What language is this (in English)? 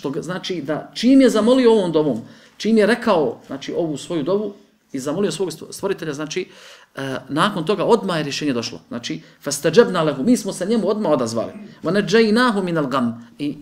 Bosnian